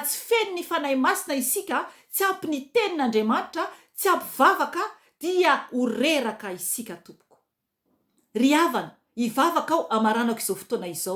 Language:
Malagasy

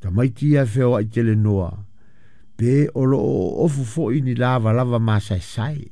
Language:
Samoan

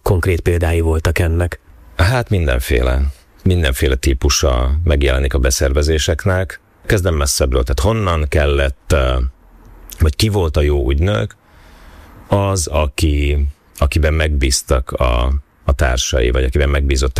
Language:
Hungarian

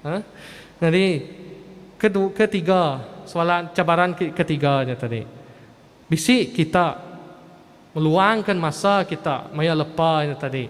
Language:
Iban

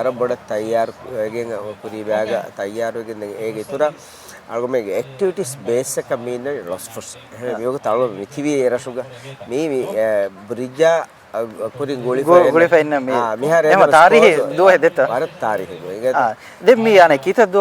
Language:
Divehi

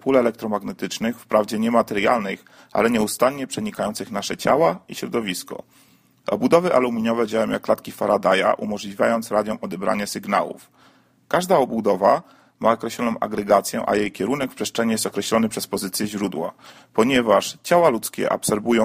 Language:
Polish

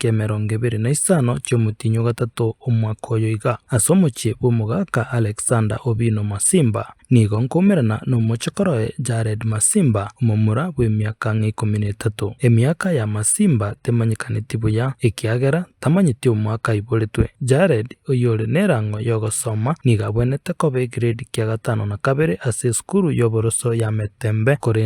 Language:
Gusii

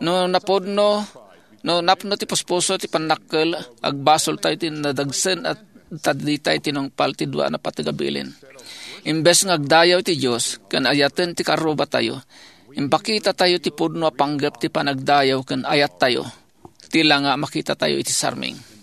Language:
Iloko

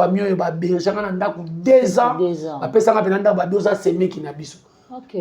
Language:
Lingala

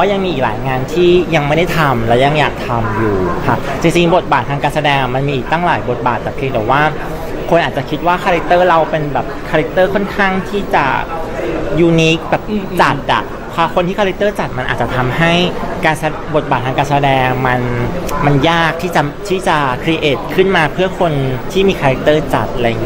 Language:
Thai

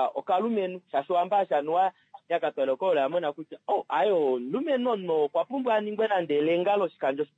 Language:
Kuanyama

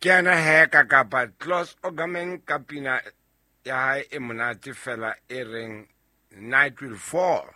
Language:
Southern Sotho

